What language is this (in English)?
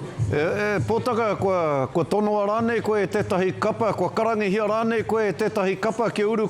Māori